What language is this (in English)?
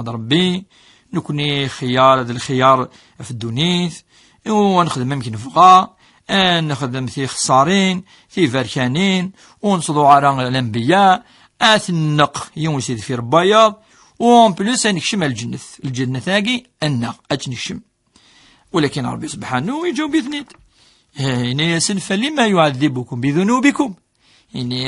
Kabyle